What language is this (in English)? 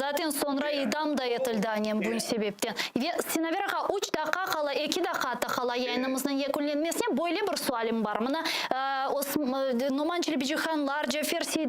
Crimean Tatar